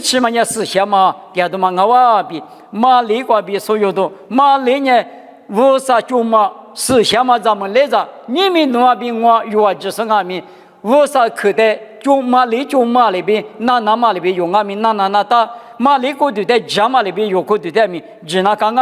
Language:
Lisu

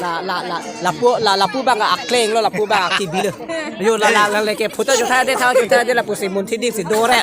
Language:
Karbi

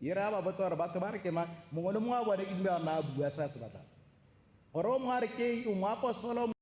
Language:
Tswana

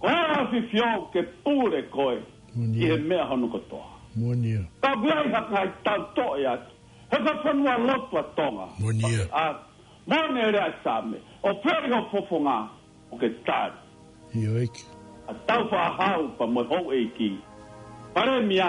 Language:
Tongan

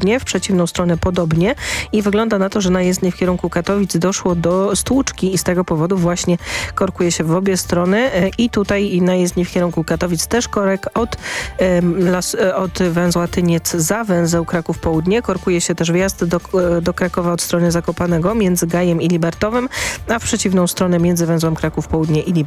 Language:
Polish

